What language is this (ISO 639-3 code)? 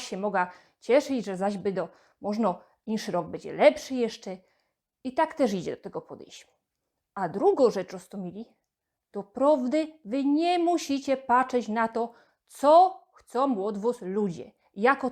szl